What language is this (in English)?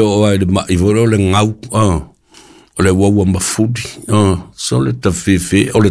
Samoan